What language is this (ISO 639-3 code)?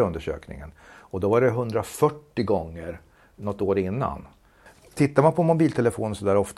swe